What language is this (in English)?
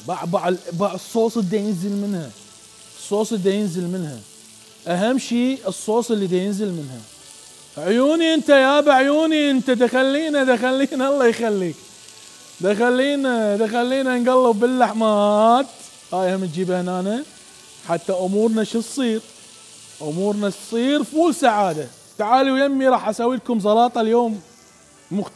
Mesopotamian Arabic